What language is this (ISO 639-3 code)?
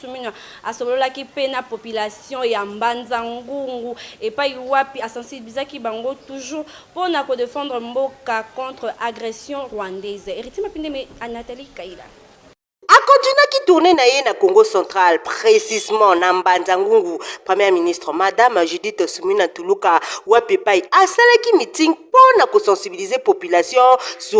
lin